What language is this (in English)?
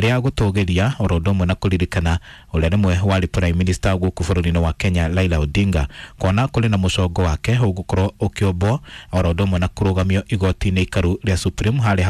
Kikuyu